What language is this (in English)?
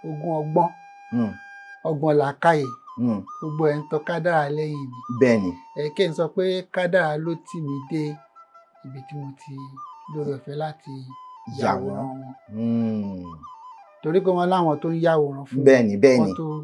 Yoruba